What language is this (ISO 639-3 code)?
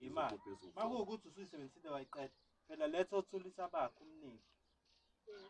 zul